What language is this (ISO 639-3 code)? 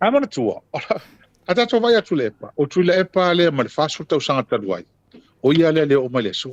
smo